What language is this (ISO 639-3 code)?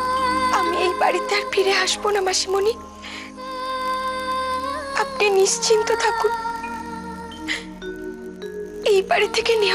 ben